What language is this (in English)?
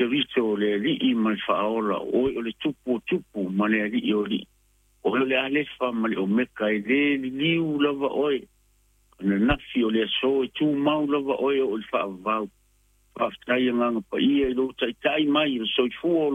Samoan